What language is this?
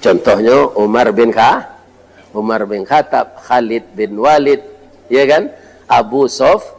Minangkabau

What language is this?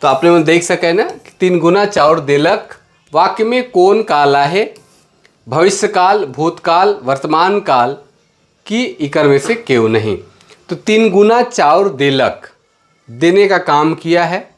Sadri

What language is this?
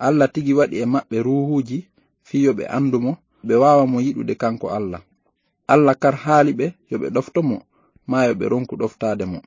Fula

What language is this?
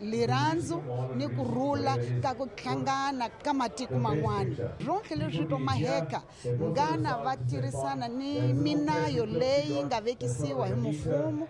Tsonga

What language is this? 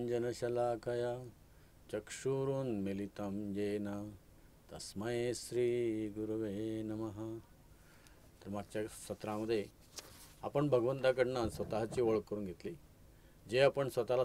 Marathi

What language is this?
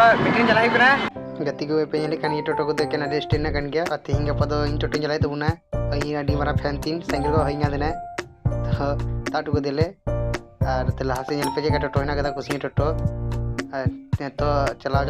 Santali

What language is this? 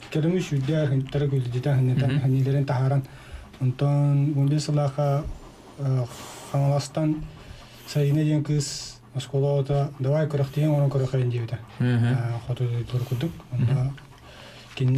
Yakut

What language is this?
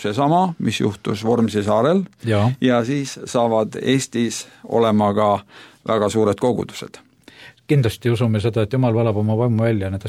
Estonian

